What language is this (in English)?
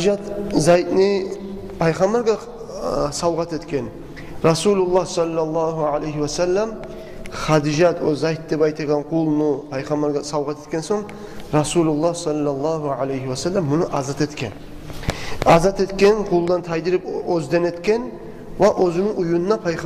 Kumyk